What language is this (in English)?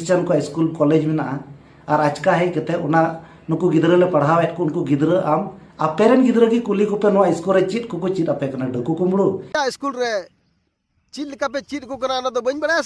Santali